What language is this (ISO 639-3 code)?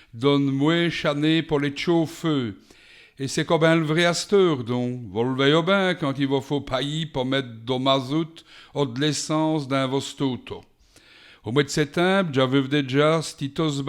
wln